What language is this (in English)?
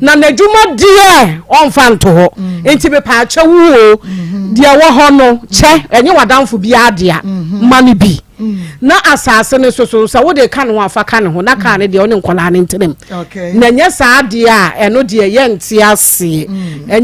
Akan